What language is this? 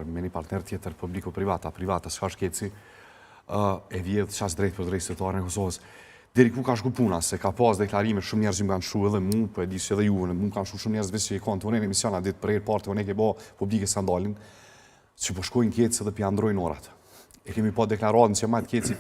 Albanian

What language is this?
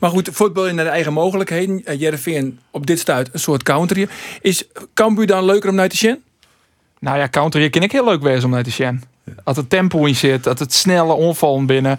Western Frisian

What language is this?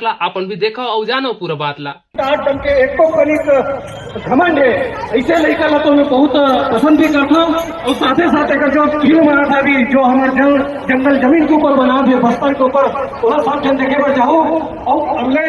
Chhattisgarhi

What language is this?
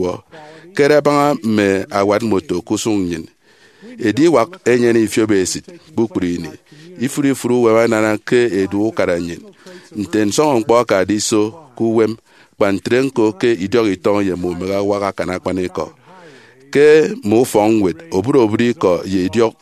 Efik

